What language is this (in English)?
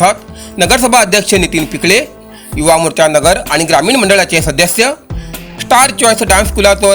Konkani